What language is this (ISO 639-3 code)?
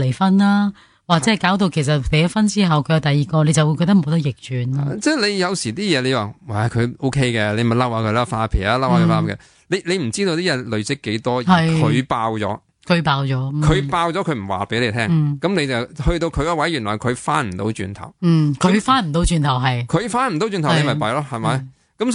yue